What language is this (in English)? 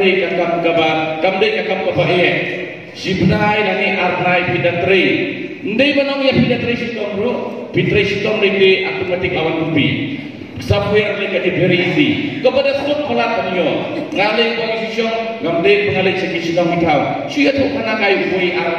Khasi